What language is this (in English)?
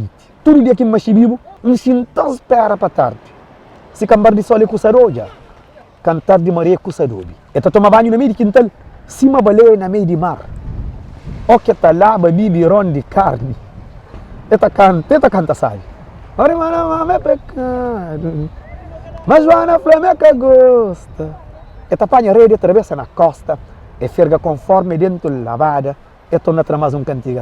Kabuverdianu